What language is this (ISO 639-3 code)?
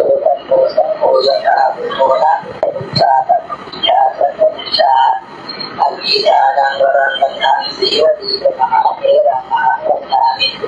pli